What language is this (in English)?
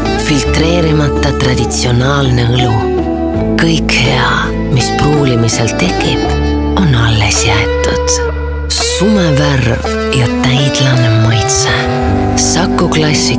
Estonian